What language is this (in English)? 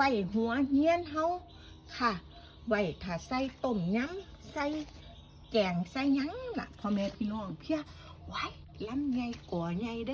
Northeastern Thai